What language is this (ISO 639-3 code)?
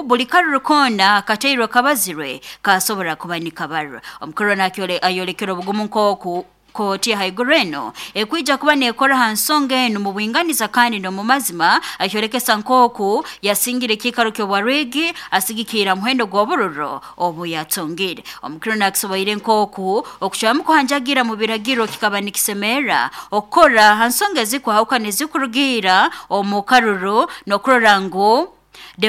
nyo